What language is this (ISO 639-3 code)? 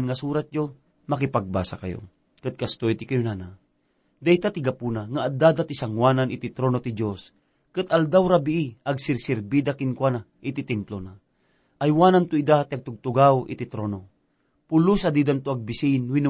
ilo